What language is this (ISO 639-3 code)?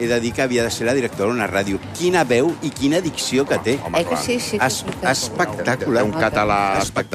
cat